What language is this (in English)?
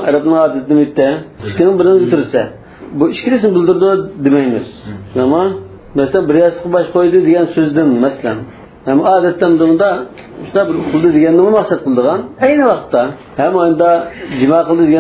Uyghur